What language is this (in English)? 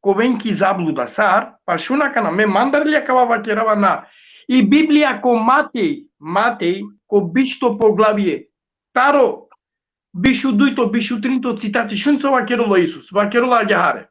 Balkan Romani